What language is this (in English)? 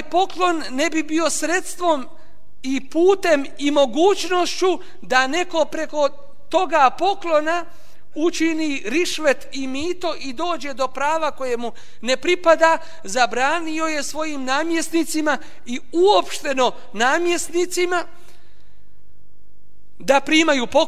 Bosnian